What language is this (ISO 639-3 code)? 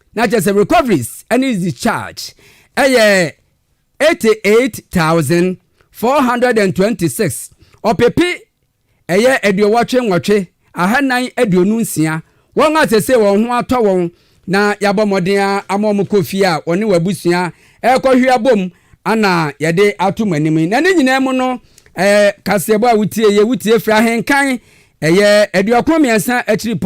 aka